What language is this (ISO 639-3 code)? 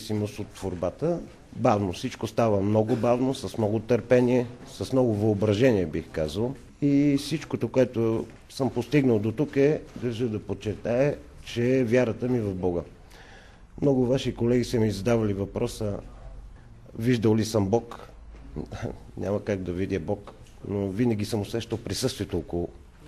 bul